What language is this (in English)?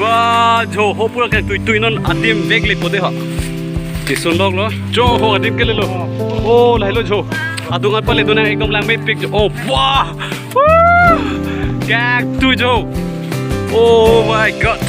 Karbi